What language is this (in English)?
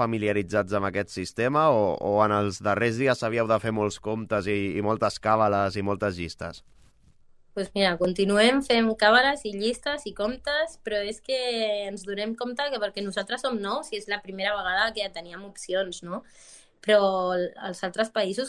Catalan